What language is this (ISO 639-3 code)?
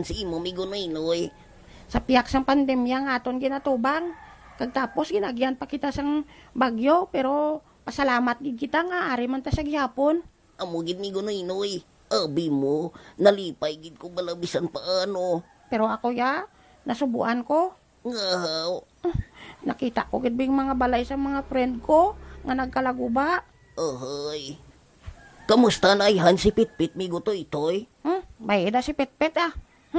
hil